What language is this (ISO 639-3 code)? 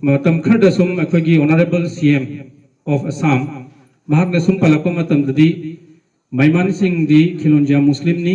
mni